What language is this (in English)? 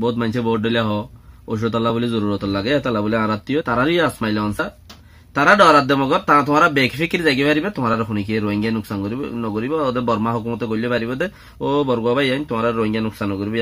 Rohingya